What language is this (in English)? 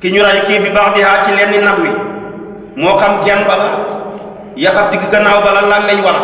Wolof